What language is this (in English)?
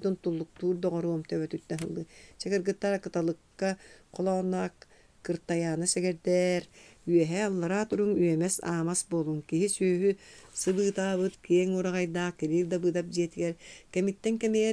Yakut